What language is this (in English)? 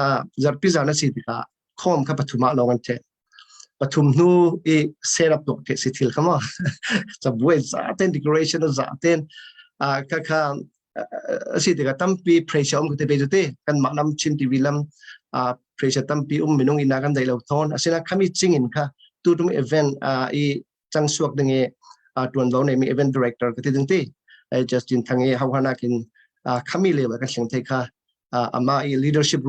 Falam Chin